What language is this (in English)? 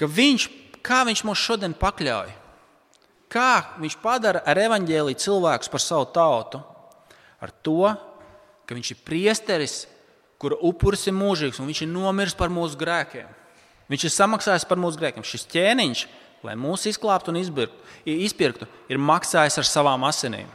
Latvian